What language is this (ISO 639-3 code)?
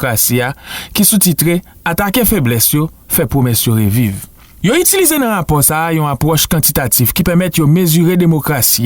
hat